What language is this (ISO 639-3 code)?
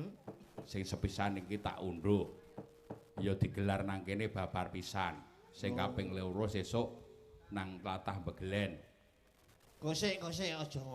jav